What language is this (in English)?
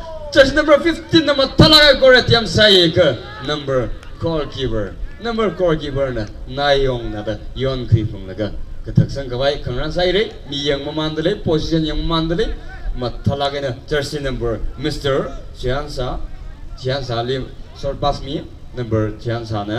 Tangkhul Naga (India)